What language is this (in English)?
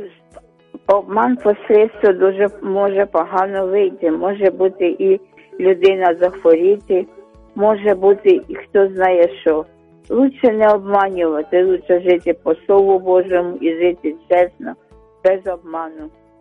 Ukrainian